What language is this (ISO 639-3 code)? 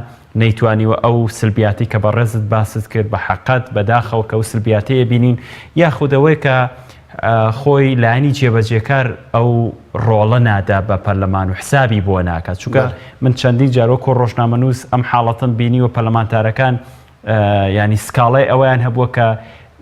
ckb